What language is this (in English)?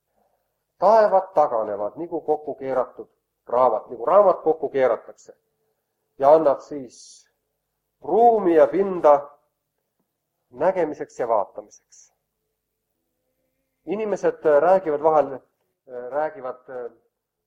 Estonian